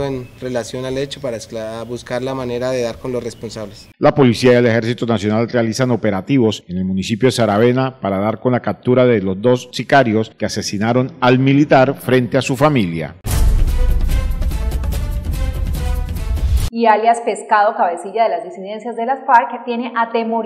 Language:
Spanish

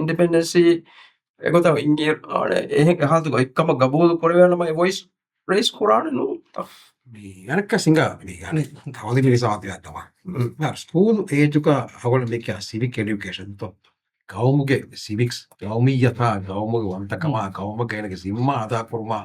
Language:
Divehi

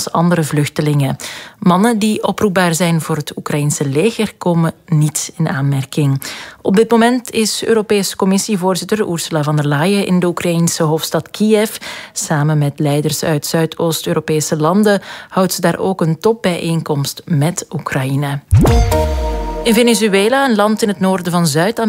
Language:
Dutch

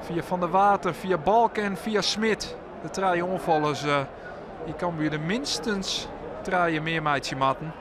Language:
Western Frisian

